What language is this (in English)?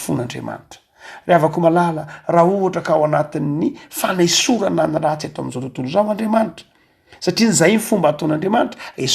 Malagasy